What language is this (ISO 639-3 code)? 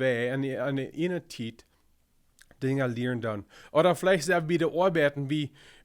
pdt